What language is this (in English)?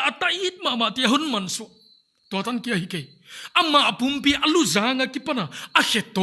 Paite Chin